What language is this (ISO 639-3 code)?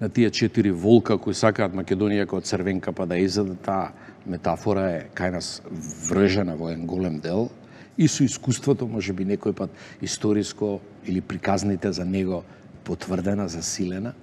mkd